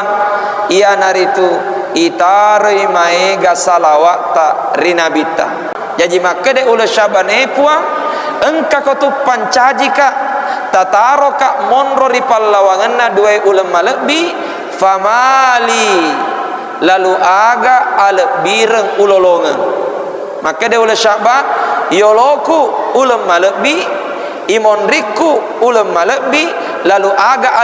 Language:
Buginese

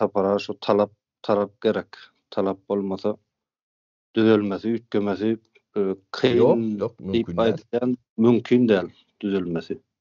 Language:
Turkmen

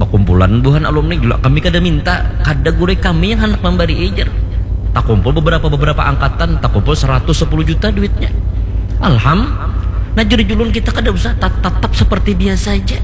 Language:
Banjar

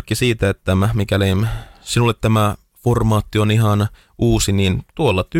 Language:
Finnish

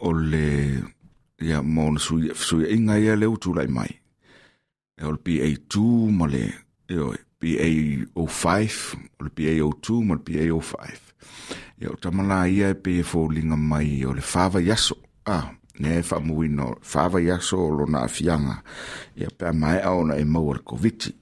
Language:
Samoan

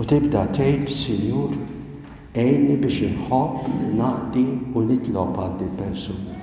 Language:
Maltese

